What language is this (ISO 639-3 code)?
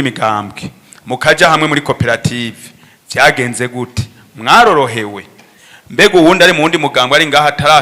run